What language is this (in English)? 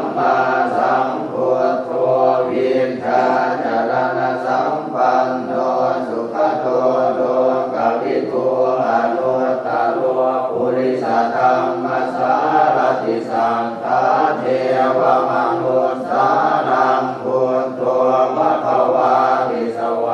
Pali